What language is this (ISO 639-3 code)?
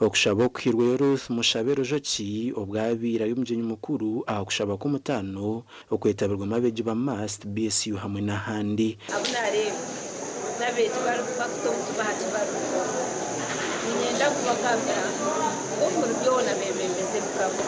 nyn